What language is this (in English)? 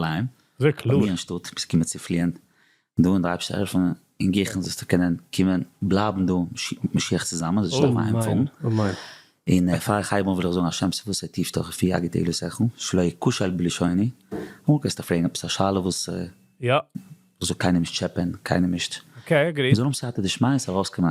Yiddish